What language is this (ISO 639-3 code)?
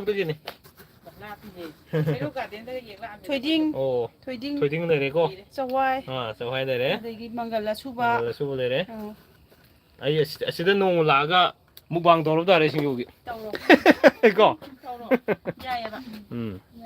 mni